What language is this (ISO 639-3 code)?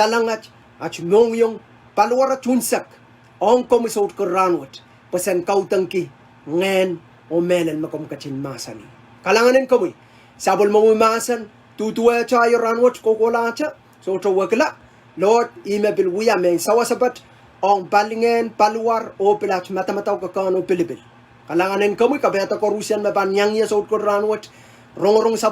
pon